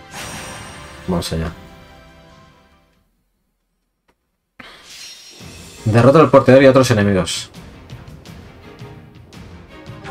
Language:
Spanish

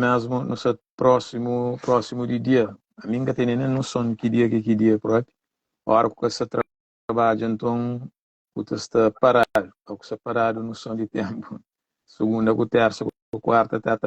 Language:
Kabuverdianu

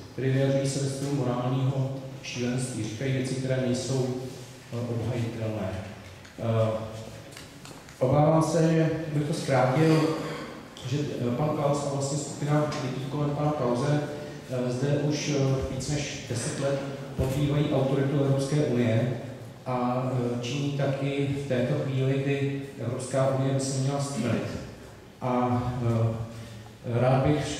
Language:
Czech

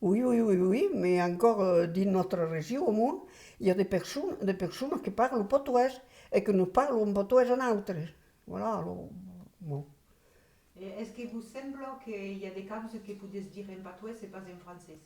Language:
Occitan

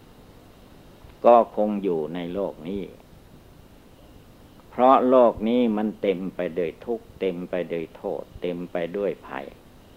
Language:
Thai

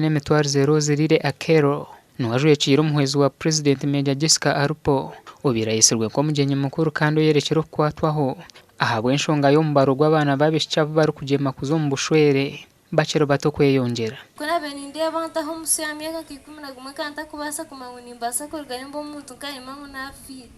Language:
Nyankole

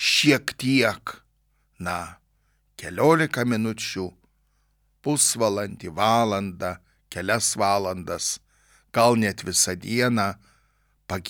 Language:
Lithuanian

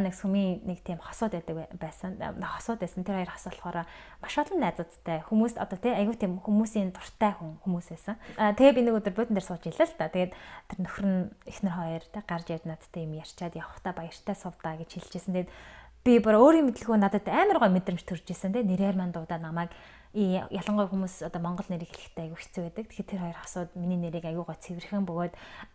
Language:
Mongolian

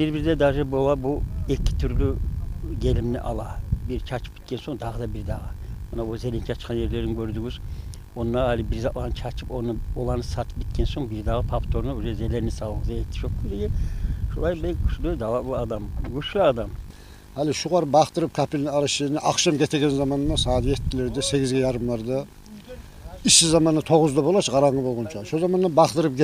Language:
Kumyk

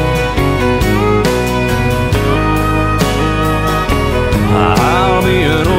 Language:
English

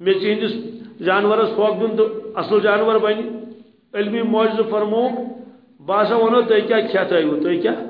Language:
Kashmiri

